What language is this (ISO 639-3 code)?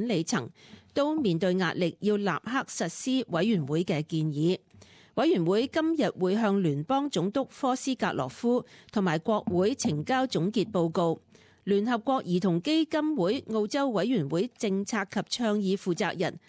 yue